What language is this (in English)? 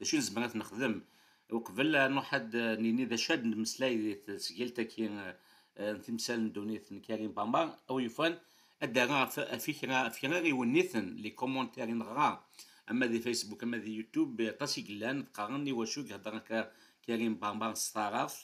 Kabyle